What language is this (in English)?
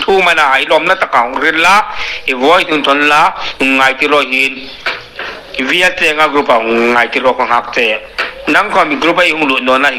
Hmar